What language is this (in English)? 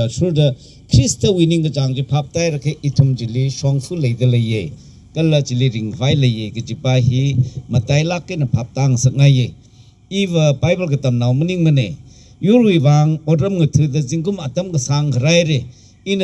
Tangkhul Naga (India)